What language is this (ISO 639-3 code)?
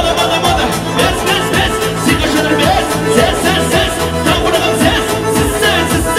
kbd